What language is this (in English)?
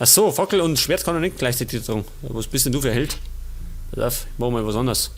Bavarian